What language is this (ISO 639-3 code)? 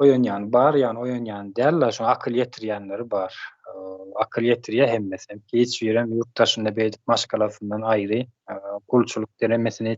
tuk